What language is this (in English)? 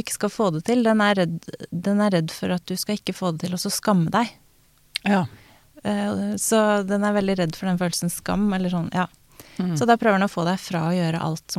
Norwegian